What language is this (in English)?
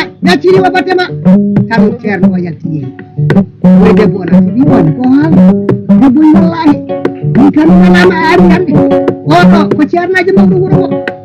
Fula